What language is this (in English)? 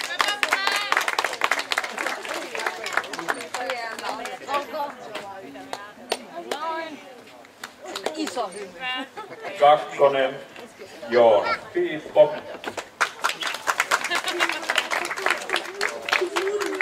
Finnish